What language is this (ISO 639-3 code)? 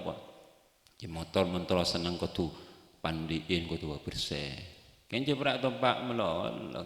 mad